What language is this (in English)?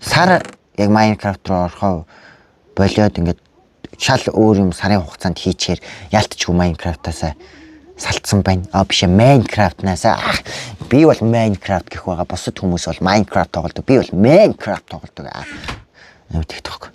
Mongolian